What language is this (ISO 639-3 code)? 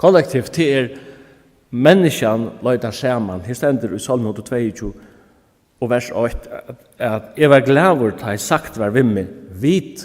fao